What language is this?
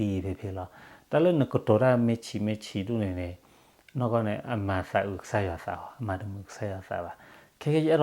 S'gaw Karen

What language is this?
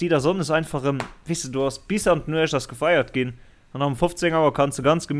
Luxembourgish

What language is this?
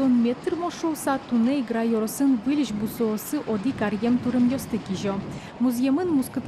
Udmurt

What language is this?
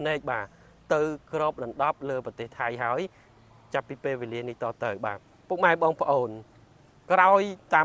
Khmer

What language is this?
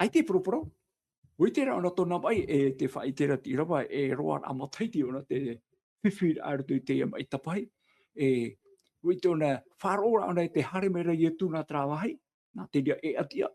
Tahitian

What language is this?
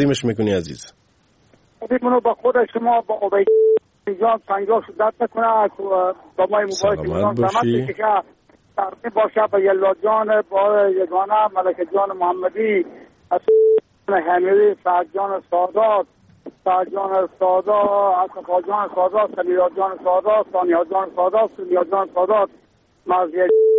Persian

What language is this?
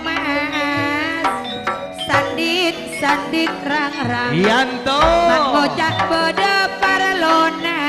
Madurese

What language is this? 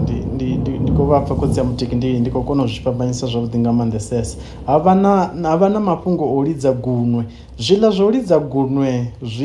Venda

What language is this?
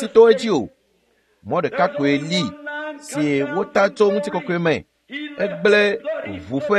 Ewe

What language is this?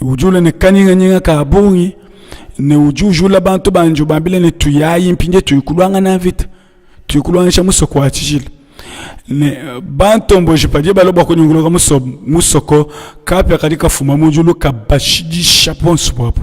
Luba-Lulua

